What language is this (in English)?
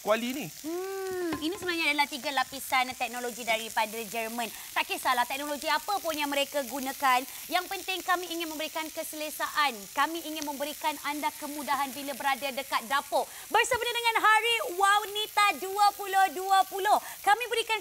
Malay